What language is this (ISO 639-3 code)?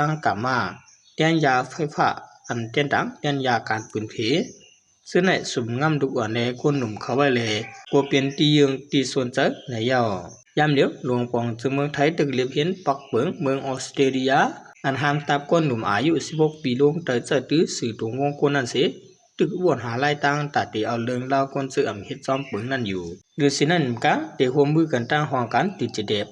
shn